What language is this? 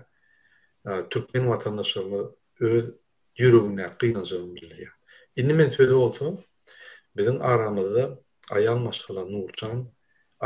Turkmen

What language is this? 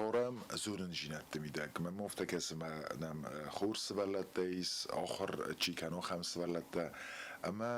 Ossetic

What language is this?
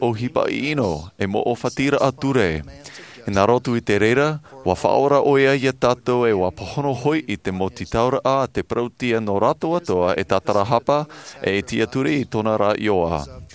Tahitian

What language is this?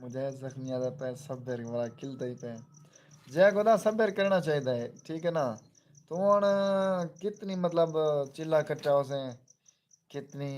Saraiki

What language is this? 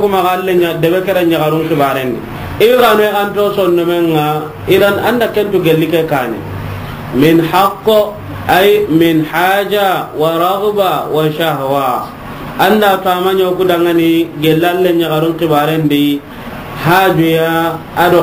Soninke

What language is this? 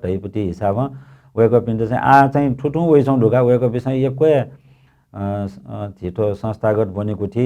Newari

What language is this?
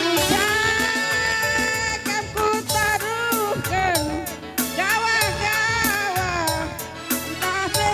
Batak Karo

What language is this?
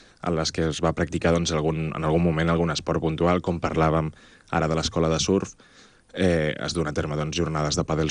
Catalan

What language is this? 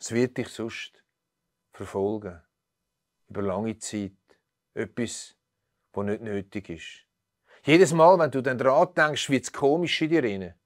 Swiss German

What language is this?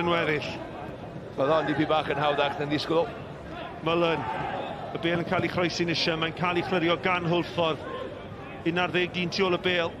Welsh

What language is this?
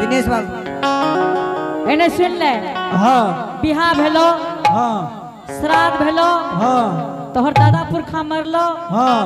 Angika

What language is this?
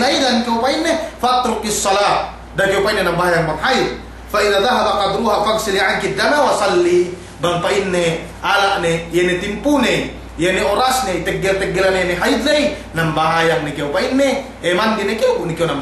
Yakan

